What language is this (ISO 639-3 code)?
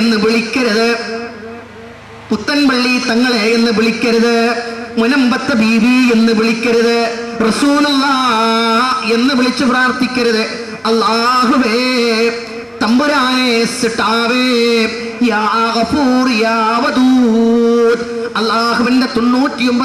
mal